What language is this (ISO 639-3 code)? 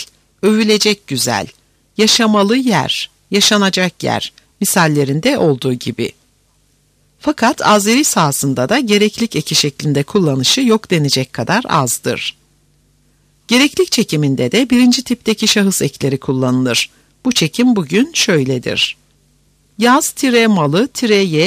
tur